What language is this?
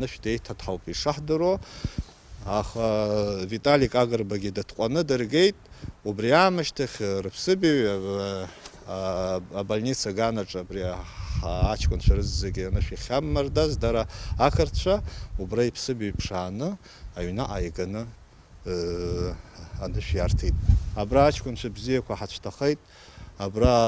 Abkhazian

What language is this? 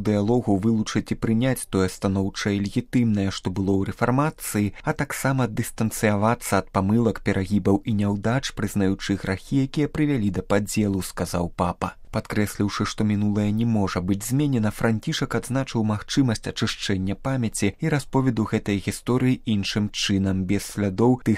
Belarusian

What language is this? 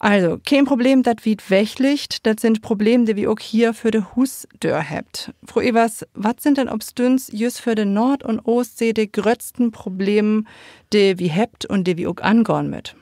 Low German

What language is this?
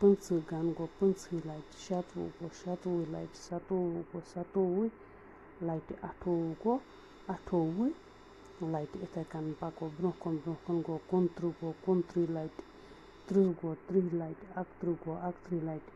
Kashmiri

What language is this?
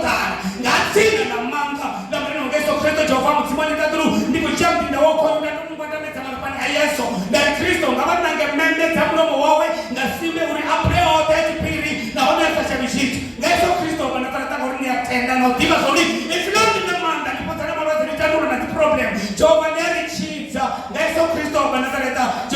Venda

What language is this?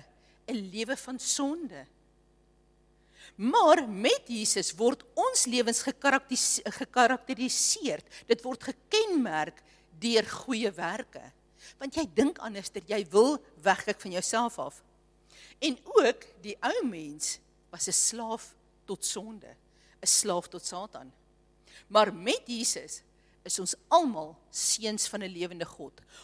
Afrikaans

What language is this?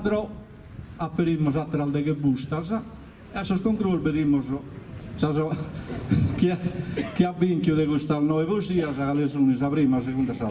Sardinian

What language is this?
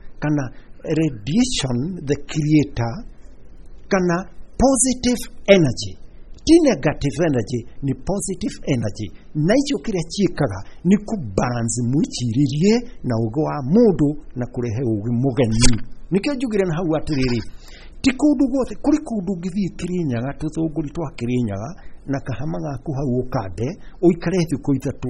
Kikuyu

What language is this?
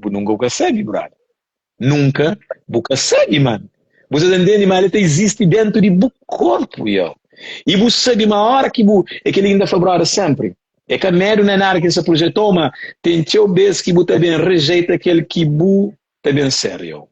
Kabuverdianu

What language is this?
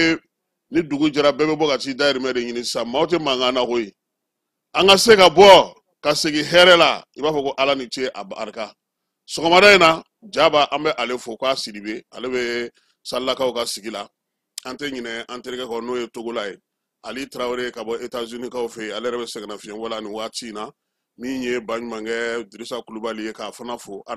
Bambara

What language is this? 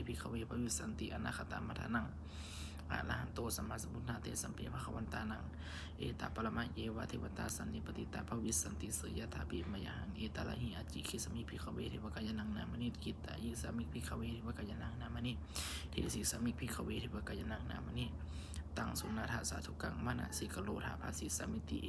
Pali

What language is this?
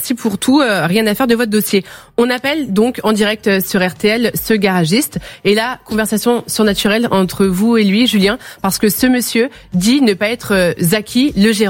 French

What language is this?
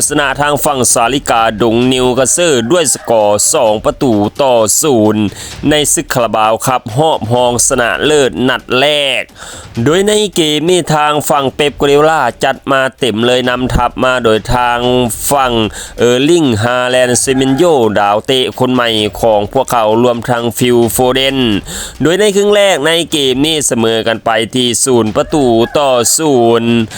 Lao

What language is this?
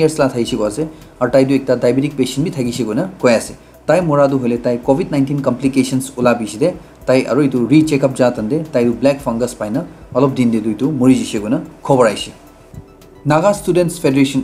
Naga Pidgin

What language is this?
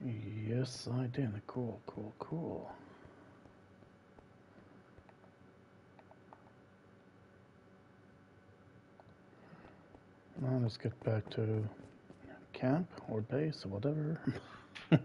English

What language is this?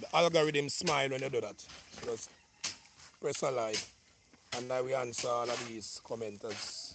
Jamaican Creole English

